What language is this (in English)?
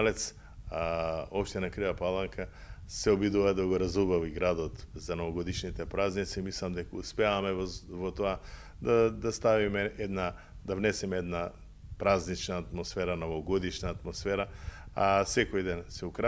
Macedonian